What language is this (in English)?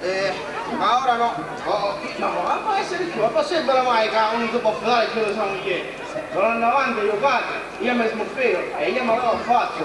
Sicilian